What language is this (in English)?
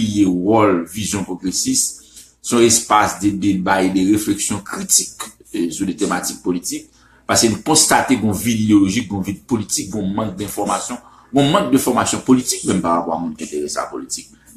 Haitian Creole